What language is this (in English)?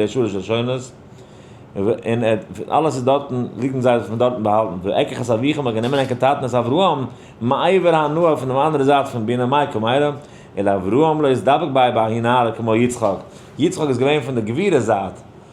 Yiddish